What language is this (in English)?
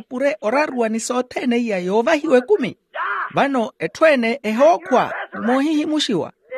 Makhuwa